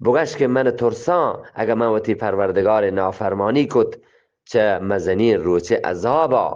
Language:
Eastern Balochi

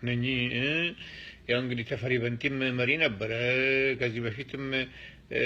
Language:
Amharic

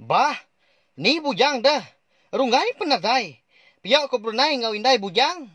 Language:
Iban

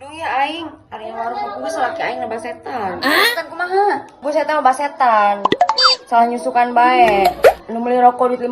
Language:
Sundanese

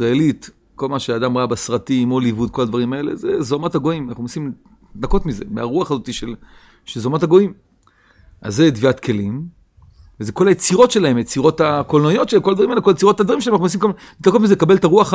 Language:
Hebrew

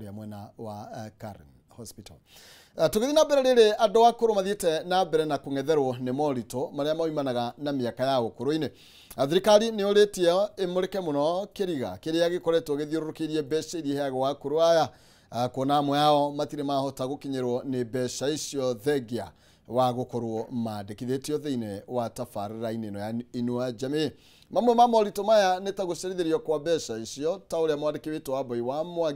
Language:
Kikuyu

